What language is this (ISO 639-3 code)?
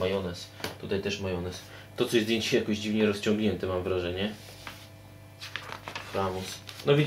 pol